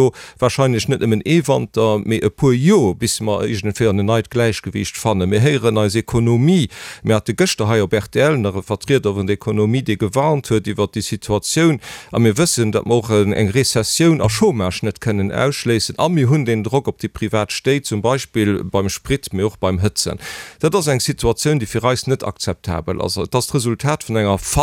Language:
Luxembourgish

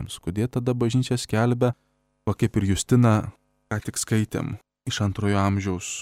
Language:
Lithuanian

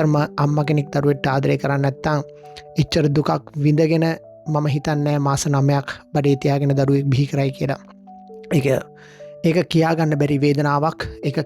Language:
Sinhala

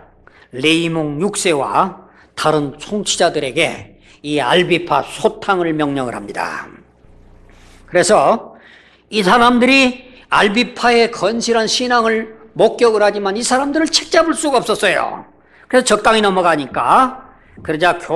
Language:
Korean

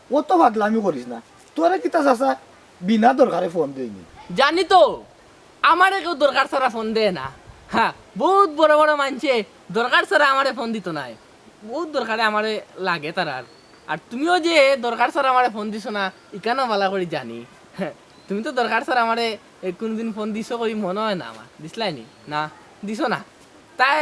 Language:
Sylheti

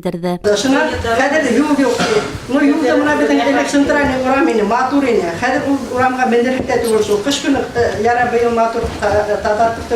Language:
Bashkir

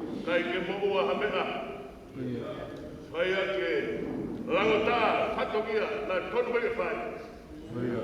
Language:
Tongan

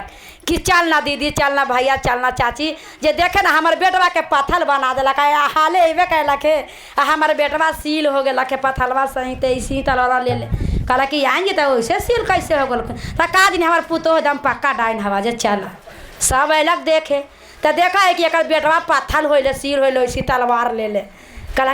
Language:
Magahi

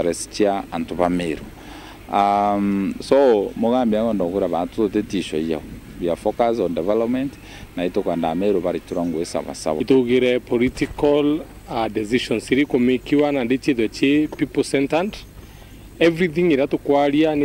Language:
Meru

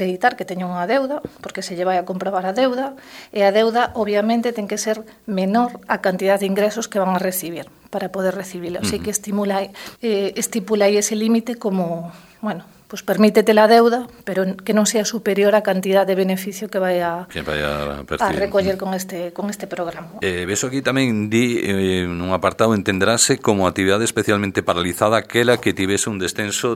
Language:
Galician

